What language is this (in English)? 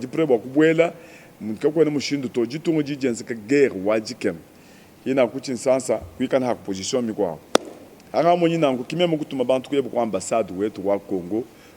Luba-Lulua